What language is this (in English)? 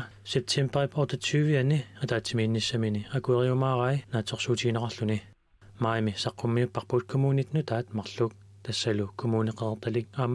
Kalaallisut